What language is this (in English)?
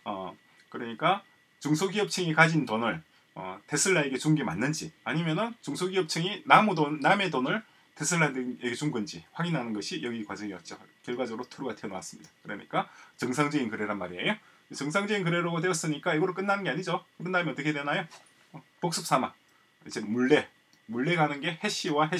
Korean